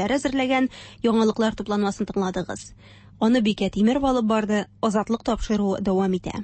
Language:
Tatar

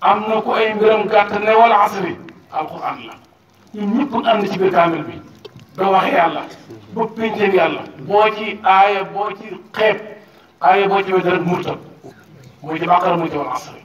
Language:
Wolof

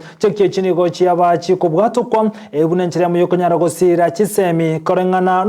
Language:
Gusii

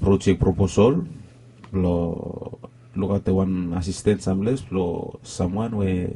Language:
Bislama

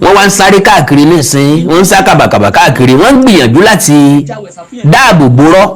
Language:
Yoruba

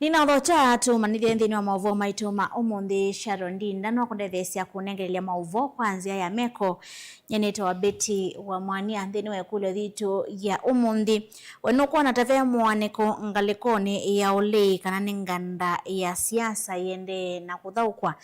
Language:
Kamba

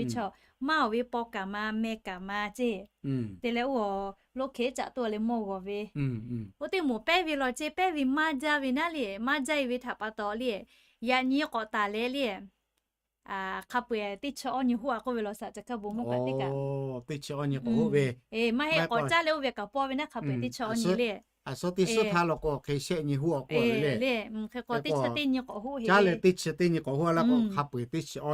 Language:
Lahu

